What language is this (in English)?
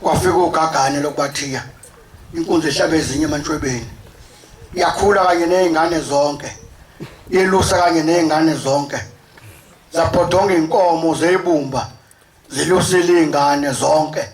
Zulu